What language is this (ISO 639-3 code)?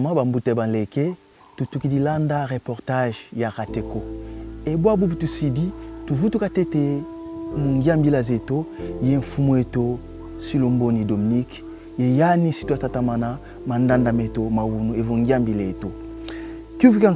kon